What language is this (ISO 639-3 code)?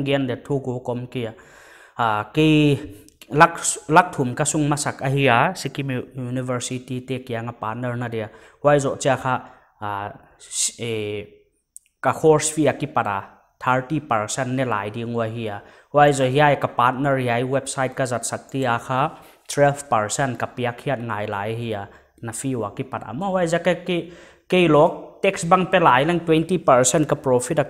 pck